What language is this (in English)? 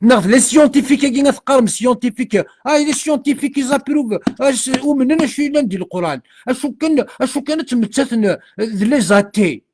Kabyle